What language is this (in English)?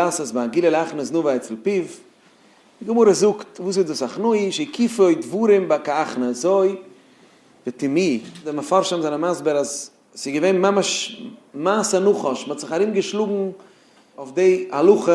Yiddish